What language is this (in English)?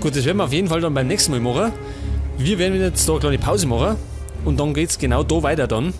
Bavarian